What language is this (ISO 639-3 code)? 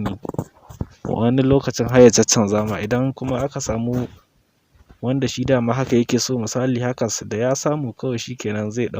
hau